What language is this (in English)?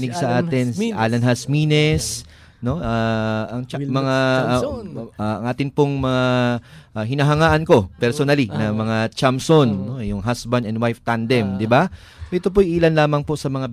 Filipino